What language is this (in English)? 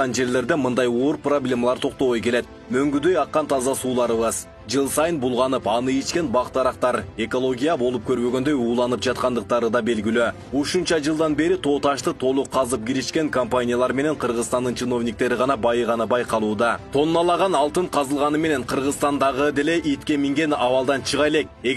Kyrgyz